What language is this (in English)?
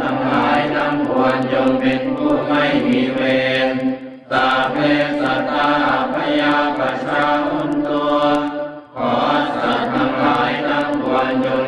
Pali